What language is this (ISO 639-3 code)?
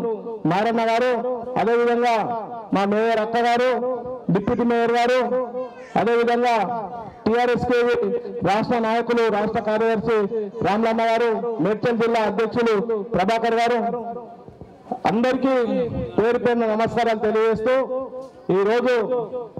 tel